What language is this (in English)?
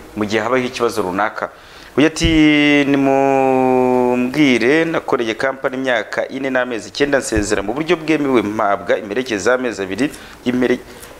Kinyarwanda